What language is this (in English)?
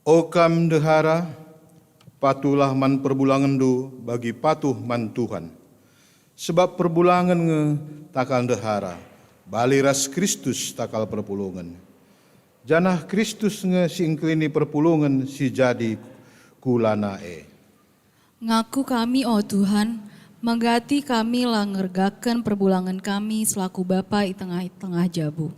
Batak Karo